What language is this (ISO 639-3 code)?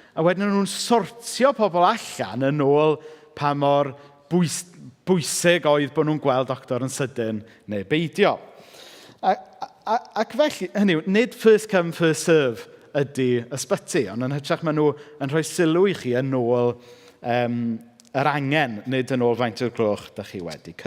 cym